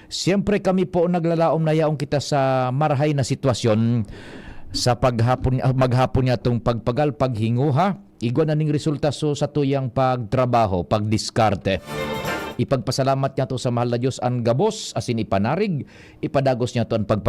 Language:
Bikol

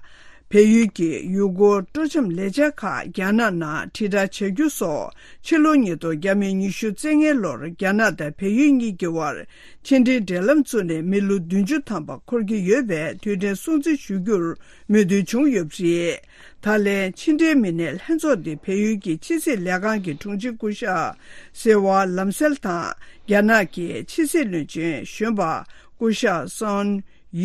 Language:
Tibetan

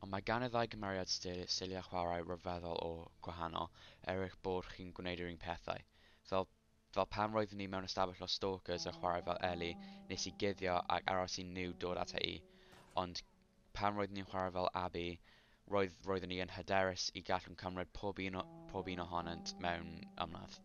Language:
Welsh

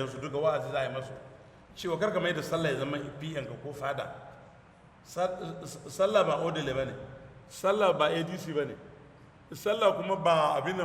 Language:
Hausa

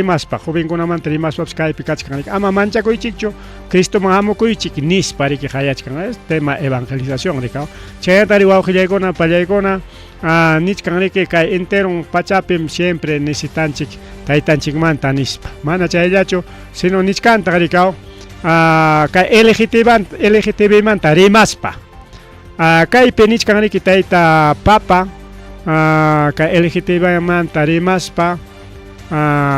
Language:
Ayacucho Quechua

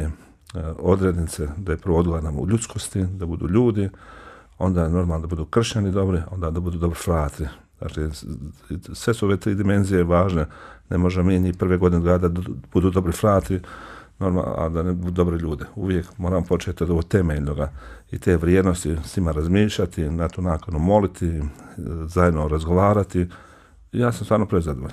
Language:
Bosnian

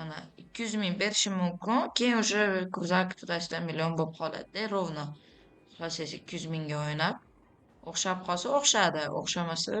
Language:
Uzbek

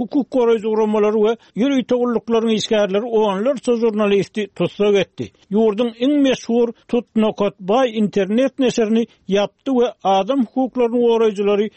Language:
Turkmen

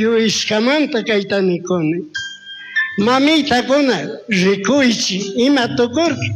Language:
Chimborazo Highland Quichua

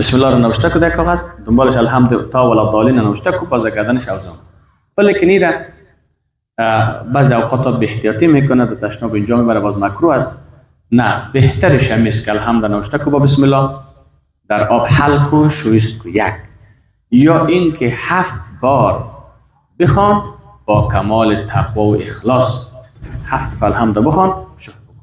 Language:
Persian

